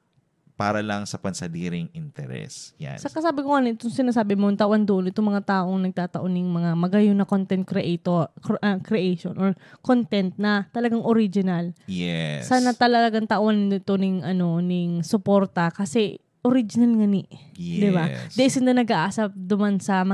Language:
Bikol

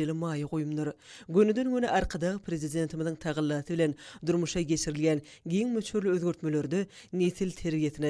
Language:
Turkmen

